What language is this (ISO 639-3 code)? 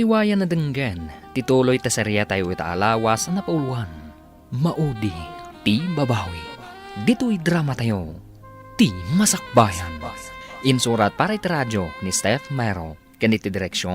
ilo